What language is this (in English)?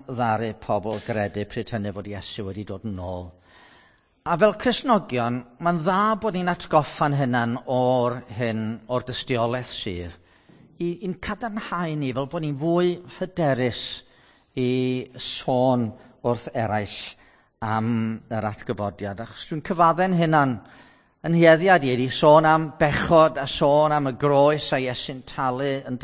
Welsh